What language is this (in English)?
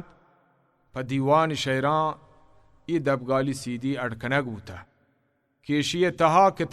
Baluchi